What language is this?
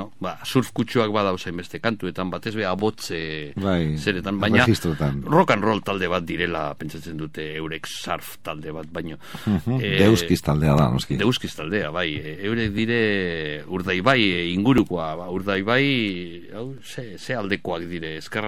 Basque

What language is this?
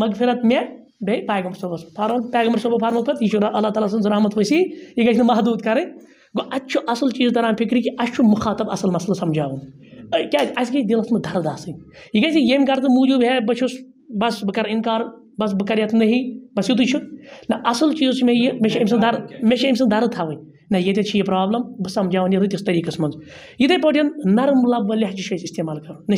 Kashmiri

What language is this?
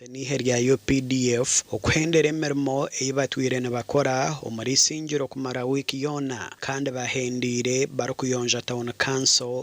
Nyankole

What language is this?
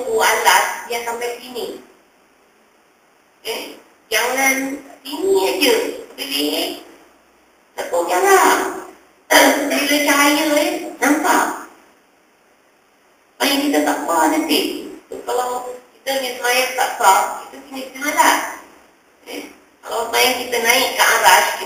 Malay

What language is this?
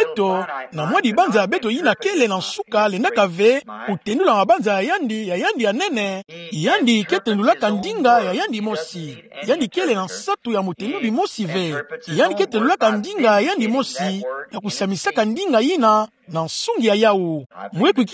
Kituba (Democratic Republic of Congo)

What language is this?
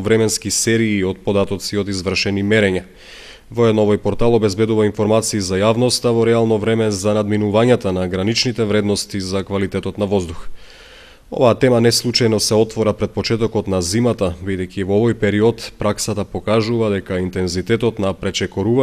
Macedonian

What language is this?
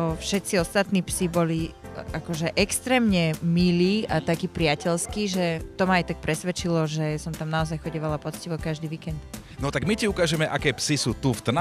Slovak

